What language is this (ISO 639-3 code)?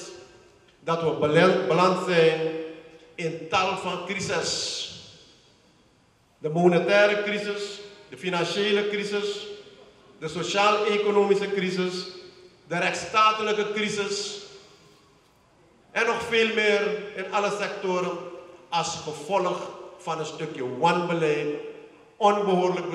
nld